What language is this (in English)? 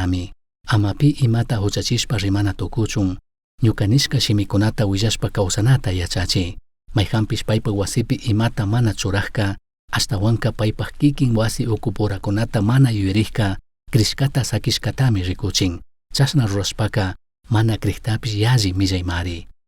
Chimborazo Highland Quichua